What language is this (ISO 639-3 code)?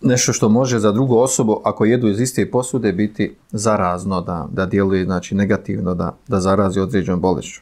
bos